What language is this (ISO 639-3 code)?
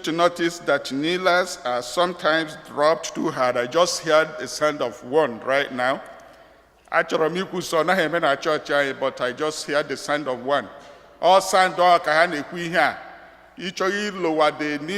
ibo